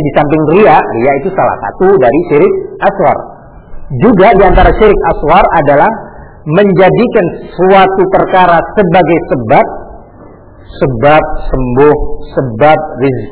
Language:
Indonesian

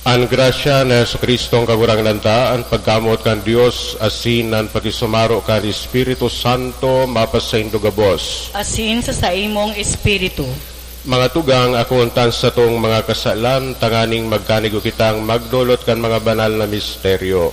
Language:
Bikol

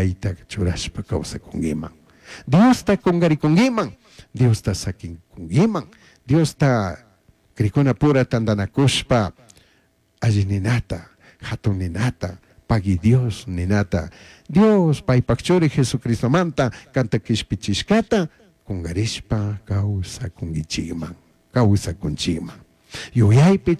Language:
Chimborazo Highland Quichua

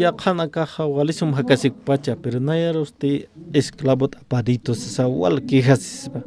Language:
Aymara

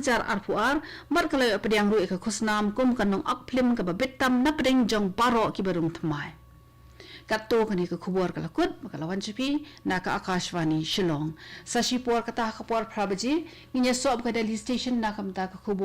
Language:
Khasi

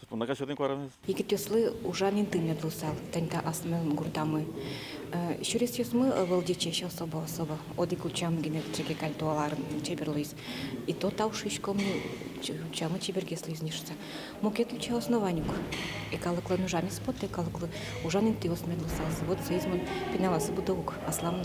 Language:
Udmurt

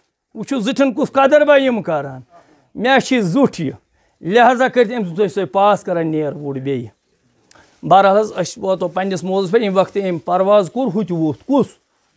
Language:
Kashmiri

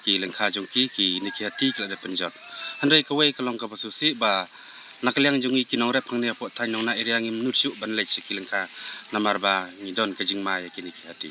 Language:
Khasi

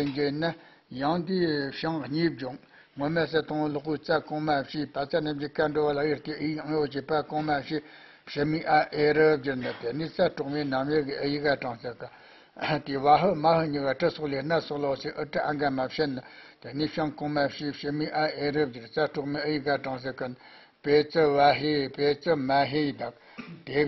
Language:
Tibetan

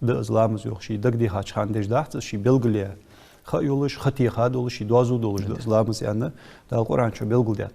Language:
Ingush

